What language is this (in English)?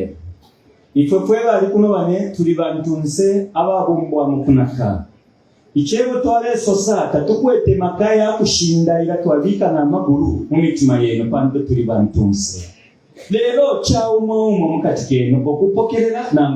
Bemba